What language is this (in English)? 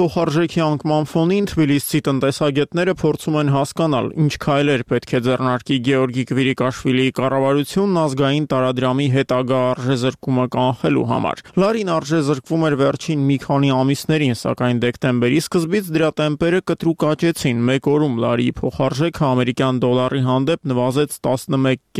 Armenian